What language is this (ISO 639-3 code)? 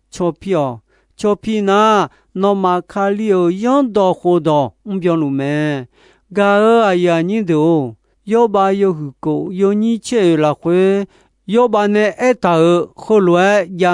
ahk